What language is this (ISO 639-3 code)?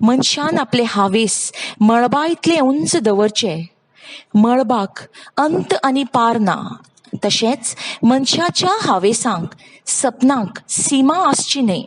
kok